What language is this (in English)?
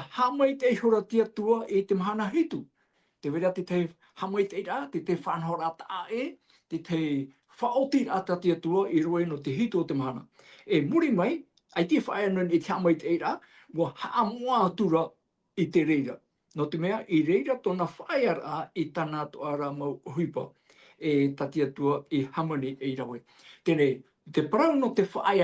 Tahitian